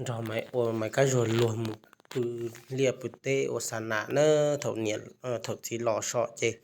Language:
Hmong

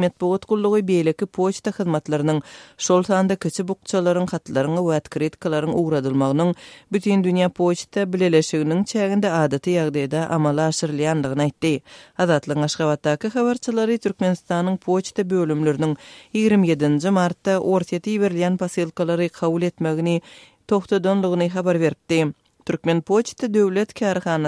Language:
Turkmen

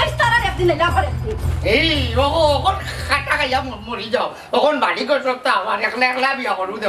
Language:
Sylheti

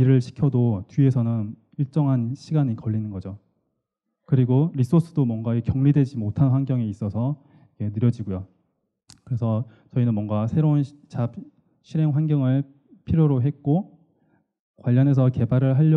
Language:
Korean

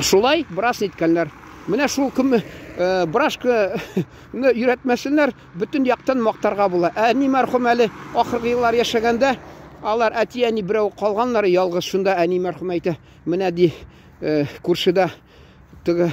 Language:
Tatar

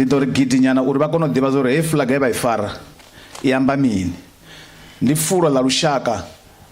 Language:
Venda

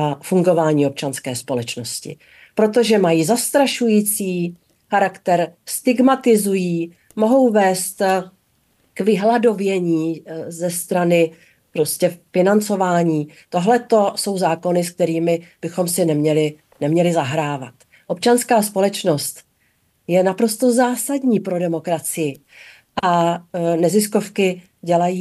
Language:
Czech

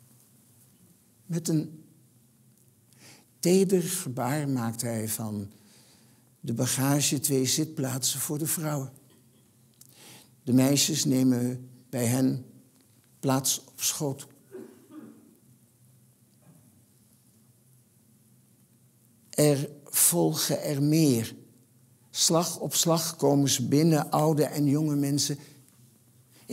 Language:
Dutch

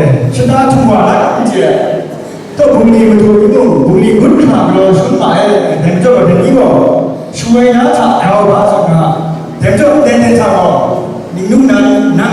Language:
Kachin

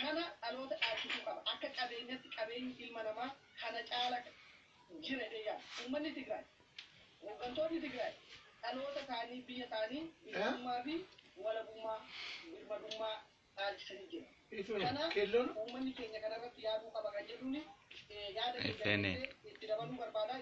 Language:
Oromo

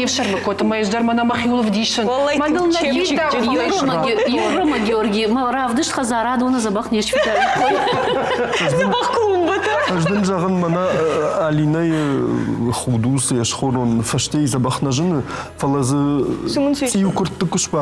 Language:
Ossetic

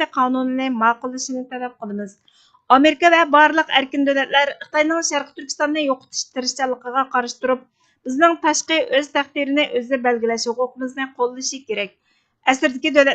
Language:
Uyghur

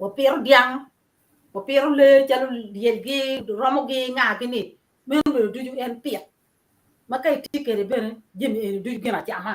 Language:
Acoli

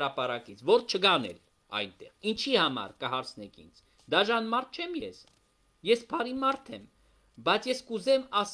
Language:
Armenian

